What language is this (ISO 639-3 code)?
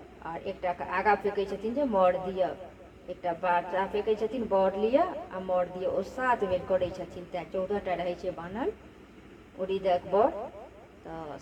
mai